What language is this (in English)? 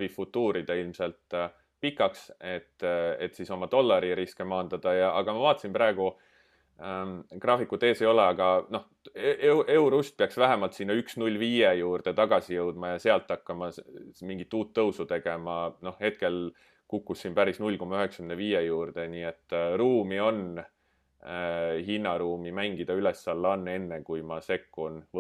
Estonian